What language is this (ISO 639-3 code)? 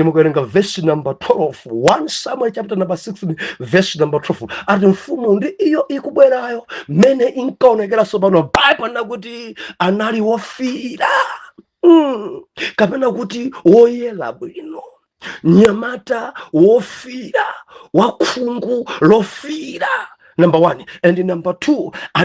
nya